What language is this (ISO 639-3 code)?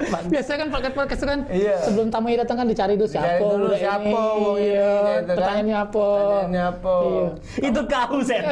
mui